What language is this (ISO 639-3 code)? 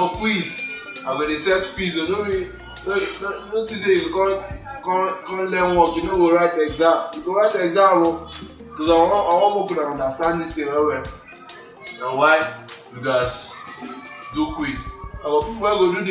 pcm